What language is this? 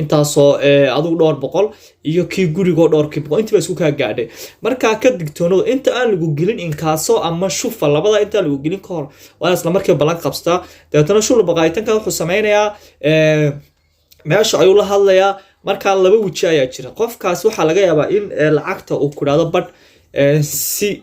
Somali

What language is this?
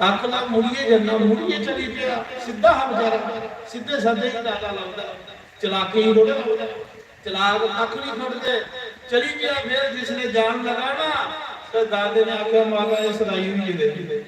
Dogri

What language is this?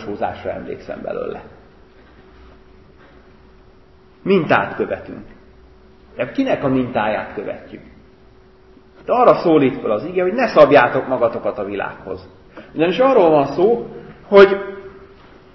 Hungarian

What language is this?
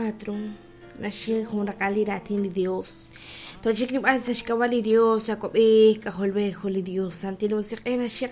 Kekchí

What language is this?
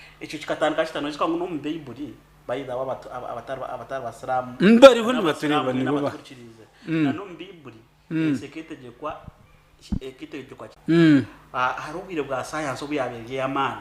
Nyankole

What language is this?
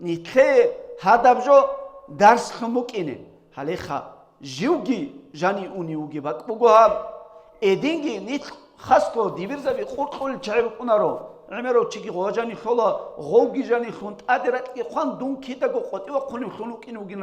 Avaric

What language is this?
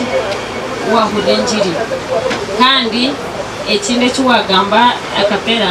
Nyankole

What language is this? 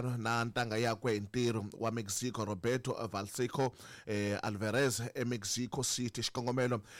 Tsonga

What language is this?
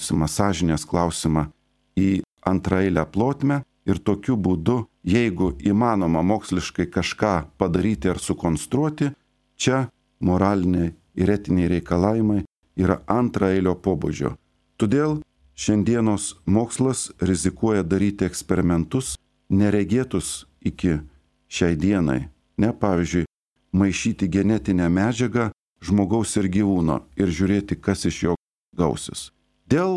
Lithuanian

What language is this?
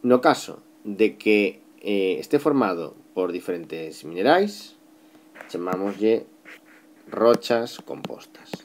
Galician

